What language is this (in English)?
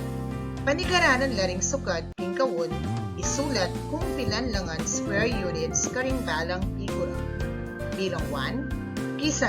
Pampanga